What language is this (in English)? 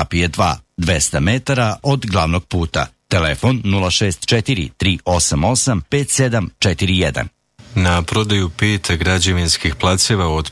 Serbian